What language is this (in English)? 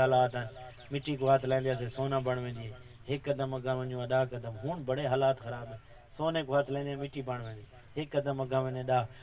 Saraiki